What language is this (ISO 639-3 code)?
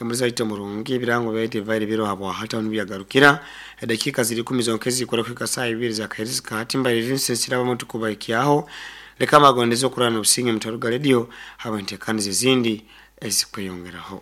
nyn